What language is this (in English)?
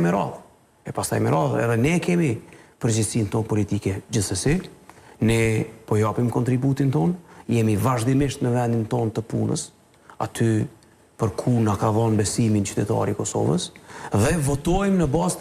Albanian